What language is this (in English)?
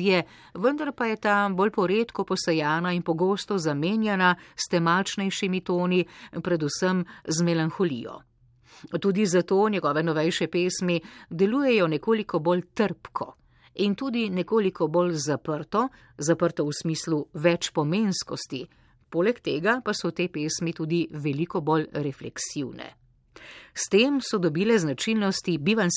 Slovenian